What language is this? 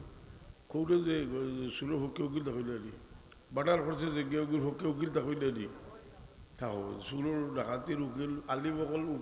Sylheti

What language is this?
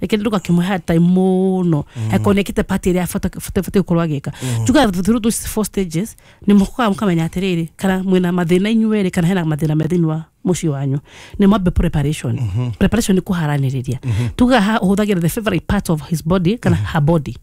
Kikuyu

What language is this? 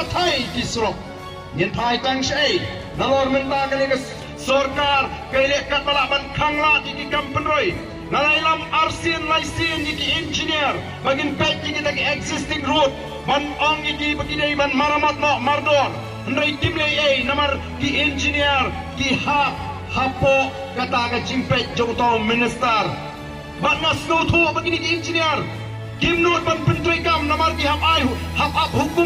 Khasi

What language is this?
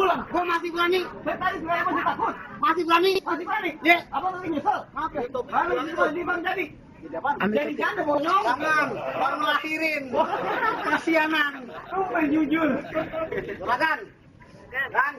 Betawi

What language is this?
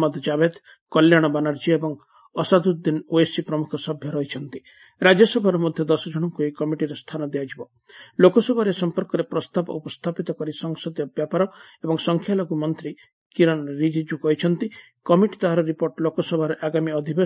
Odia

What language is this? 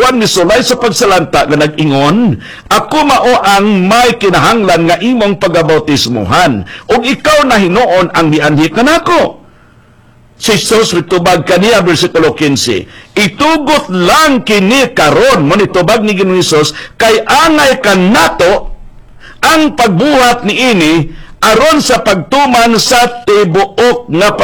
Cebuano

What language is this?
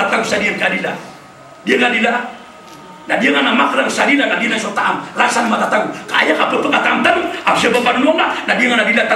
Maranao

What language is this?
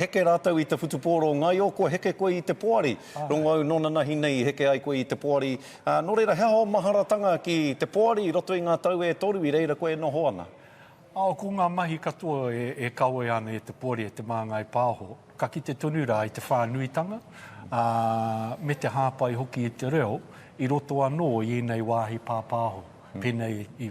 Māori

